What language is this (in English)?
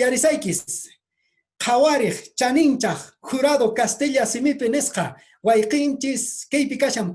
Quechua